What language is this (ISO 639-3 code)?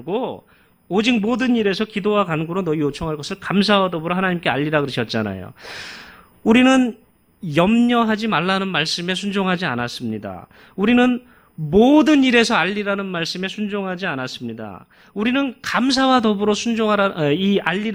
kor